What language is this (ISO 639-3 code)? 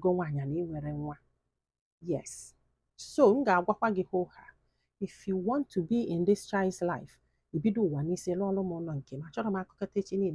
ibo